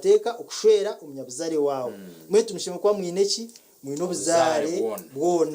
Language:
Nyankole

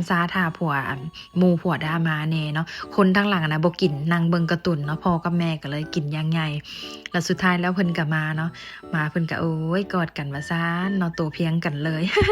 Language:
Lao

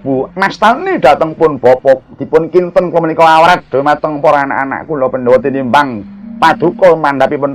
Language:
Javanese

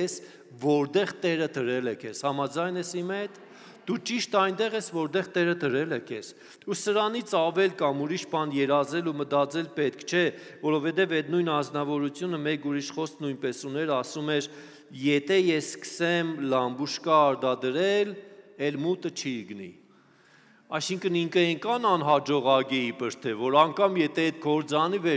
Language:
Armenian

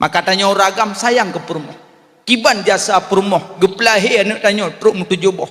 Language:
Achinese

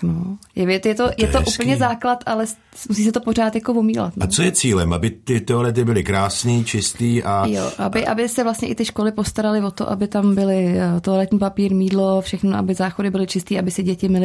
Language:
Czech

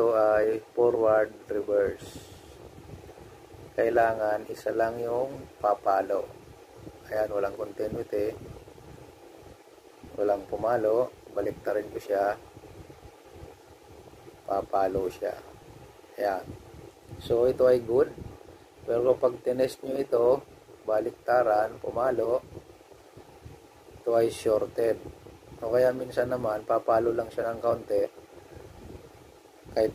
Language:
Filipino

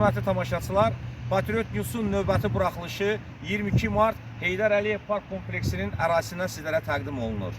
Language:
Azerbaijani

